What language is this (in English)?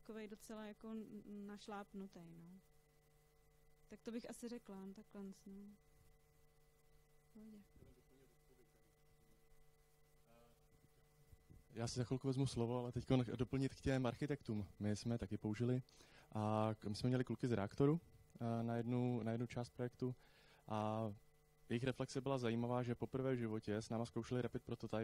Czech